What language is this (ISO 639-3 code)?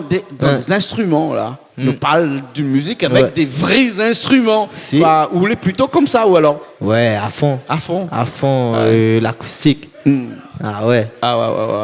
rcf